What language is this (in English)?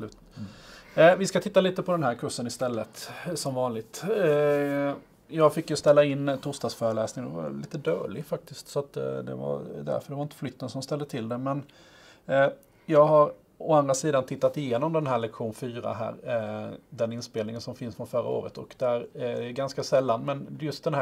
Swedish